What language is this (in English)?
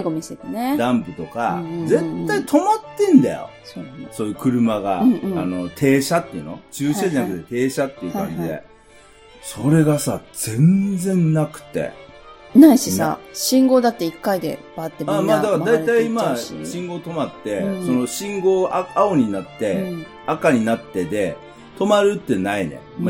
Japanese